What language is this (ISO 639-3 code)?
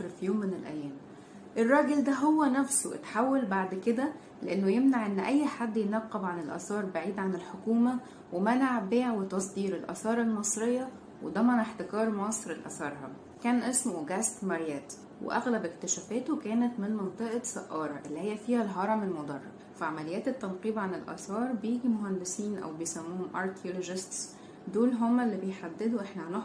arz